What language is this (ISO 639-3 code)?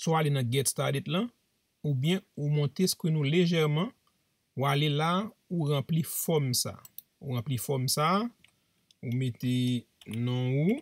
hat